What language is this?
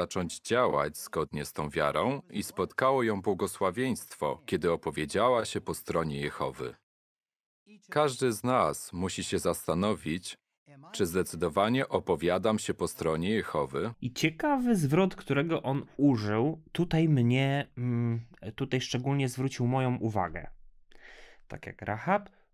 Polish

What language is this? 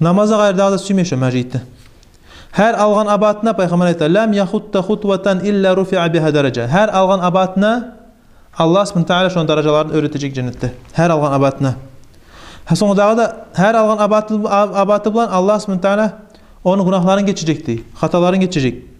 Kumyk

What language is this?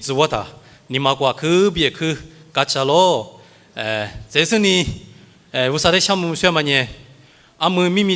Lisu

